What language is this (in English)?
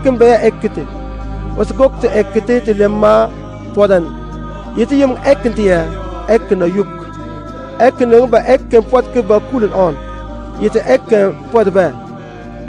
Mabaan